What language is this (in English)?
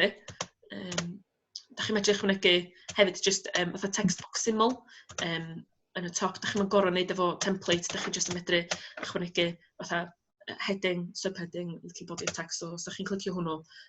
Welsh